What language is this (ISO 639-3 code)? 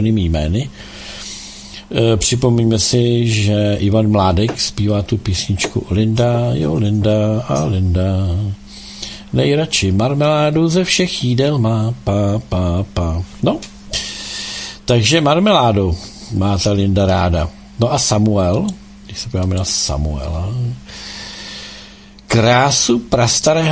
ces